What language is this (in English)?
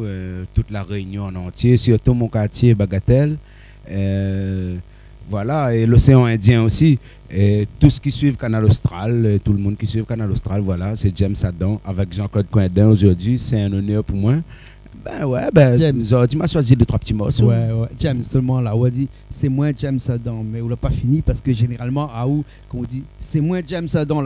Réunion Creole French